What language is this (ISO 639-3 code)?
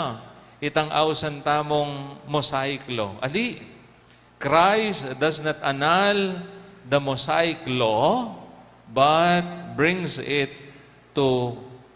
pam